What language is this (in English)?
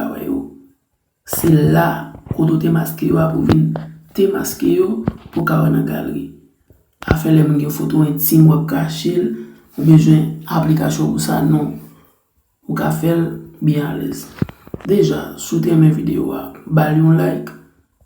Haitian Creole